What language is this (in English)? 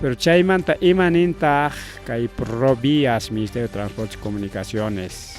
Ayacucho Quechua